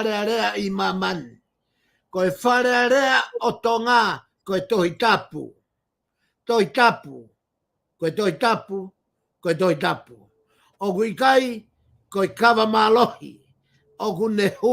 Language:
Tongan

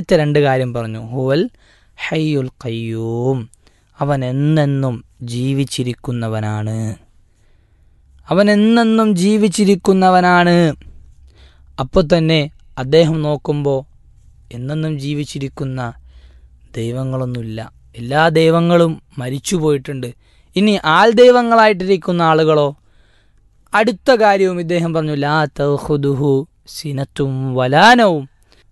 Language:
Malayalam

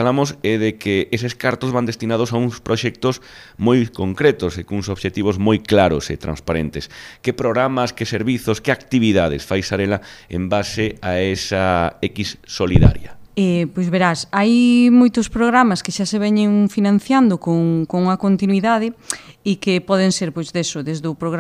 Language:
Galician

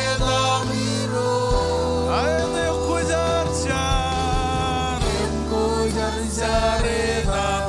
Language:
Marshallese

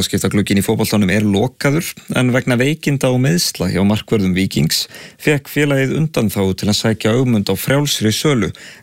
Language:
Icelandic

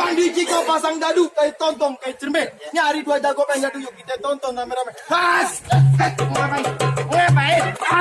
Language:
Betawi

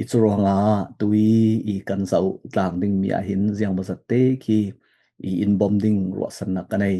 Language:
Falam Chin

